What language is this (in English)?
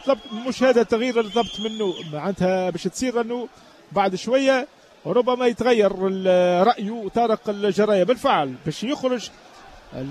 Tunisian Arabic